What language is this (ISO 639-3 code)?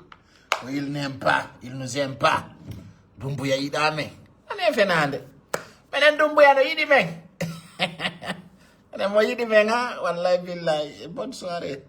ful